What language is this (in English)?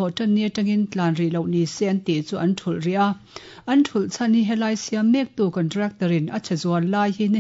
Mizo